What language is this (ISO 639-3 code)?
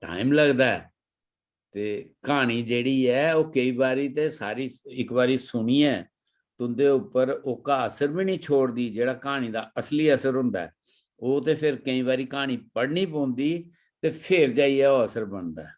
doi